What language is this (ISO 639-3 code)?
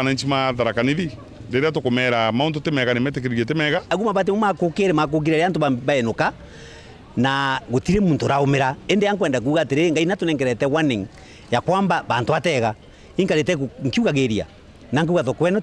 mer